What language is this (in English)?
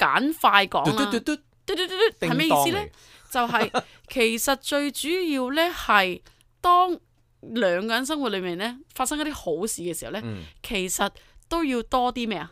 Cantonese